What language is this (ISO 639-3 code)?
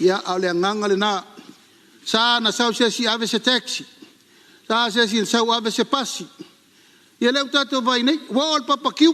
smo